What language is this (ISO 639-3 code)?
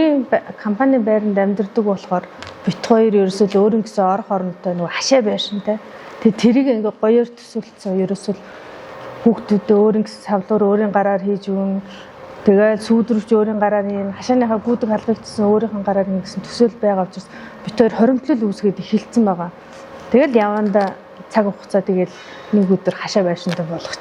mon